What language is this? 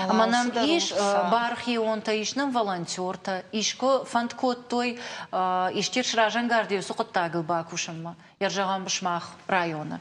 Ossetic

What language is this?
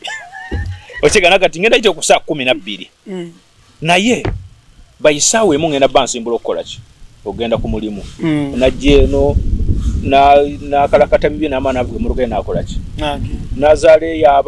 Ganda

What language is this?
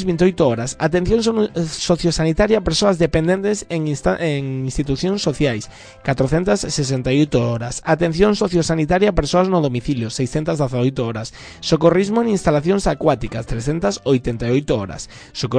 Galician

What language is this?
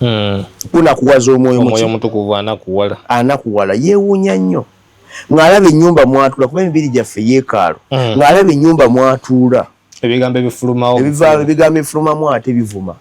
Ganda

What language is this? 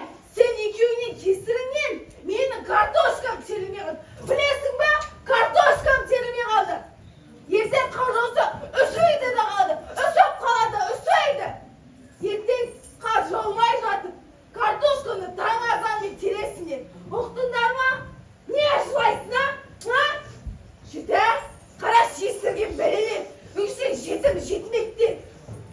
Kazakh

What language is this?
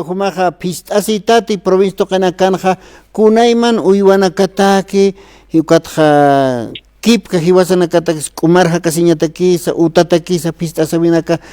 Aymara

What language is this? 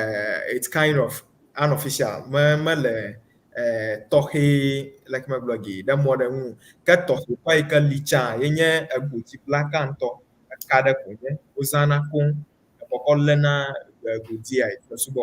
Ewe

